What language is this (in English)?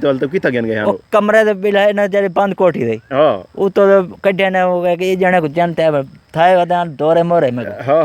Saraiki